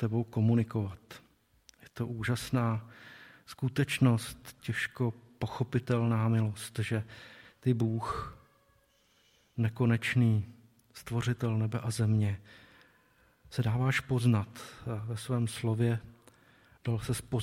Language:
Czech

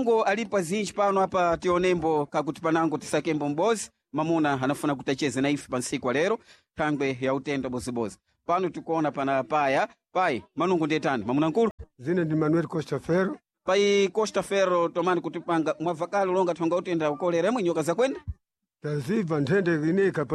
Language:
Sena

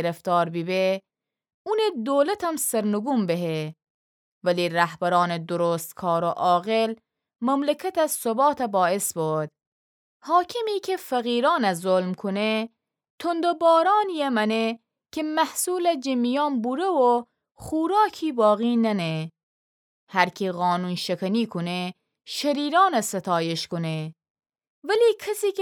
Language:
Gilaki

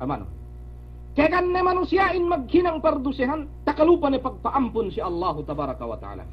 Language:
Yakan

